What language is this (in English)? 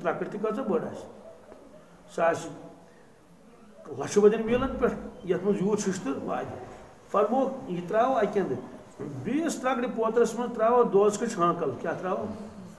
Kashmiri